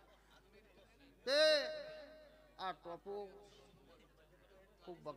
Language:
Gujarati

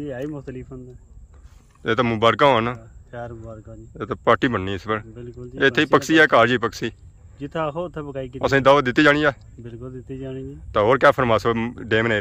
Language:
Pahari-Potwari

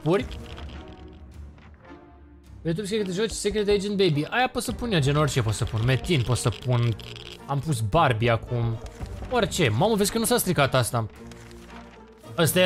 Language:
Romanian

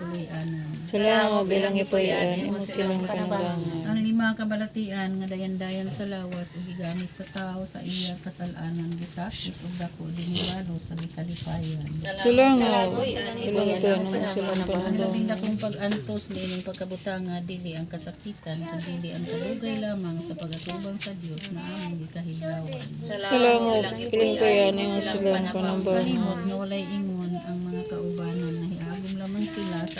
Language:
Cebuano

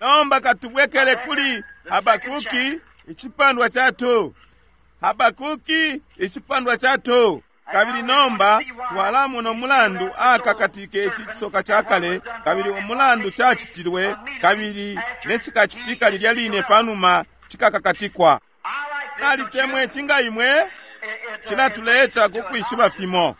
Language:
Bemba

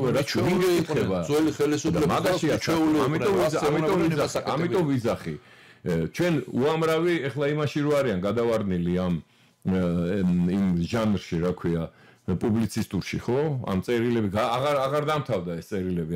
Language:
Georgian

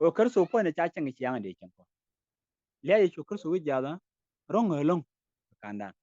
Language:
Nuer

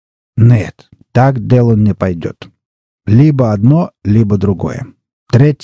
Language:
Russian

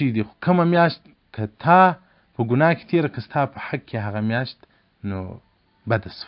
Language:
Pashto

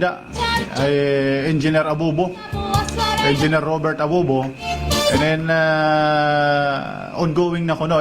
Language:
Waray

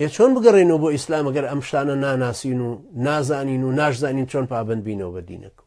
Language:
Central Kurdish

